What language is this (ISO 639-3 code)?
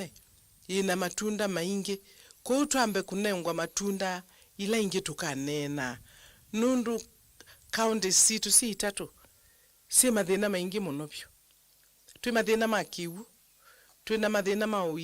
kam